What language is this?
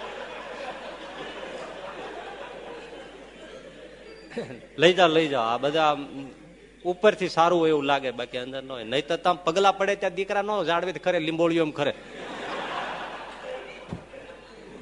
Gujarati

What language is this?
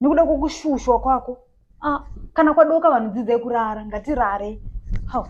Shona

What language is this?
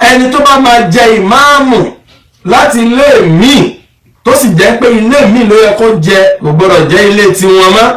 Yoruba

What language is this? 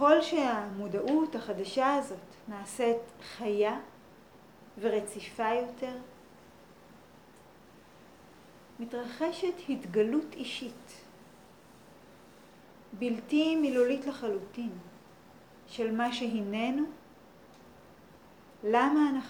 Hebrew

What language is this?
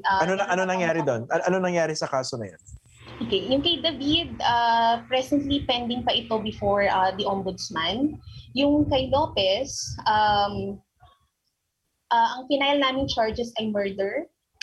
Filipino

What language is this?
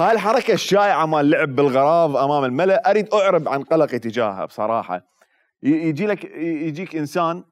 Mesopotamian Arabic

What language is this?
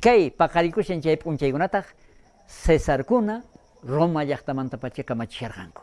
South Bolivian Quechua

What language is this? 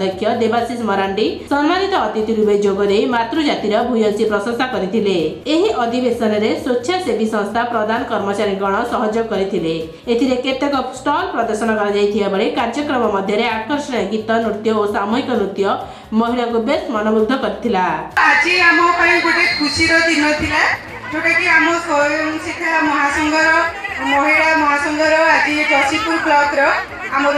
Odia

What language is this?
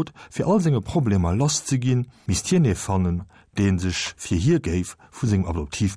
Luxembourgish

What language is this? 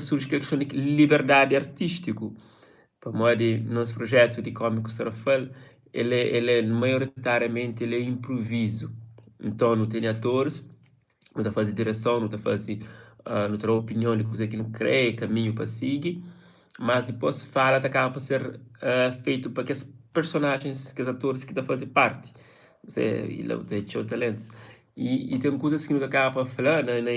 Kabuverdianu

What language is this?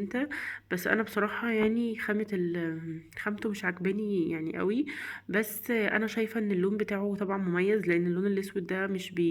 Egyptian Arabic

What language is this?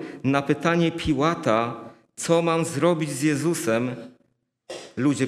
Polish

